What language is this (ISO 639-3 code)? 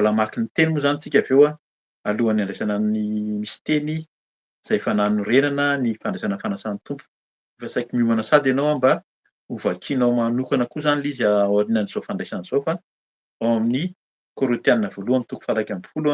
mlg